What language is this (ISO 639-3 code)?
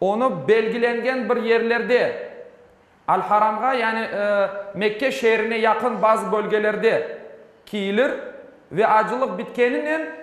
crh